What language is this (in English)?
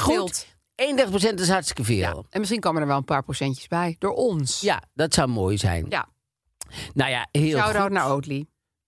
Dutch